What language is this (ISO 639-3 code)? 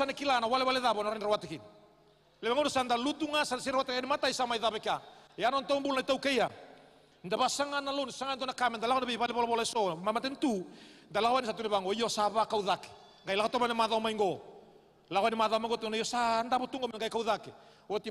fij